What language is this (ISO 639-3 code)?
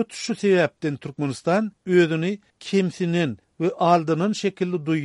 tuk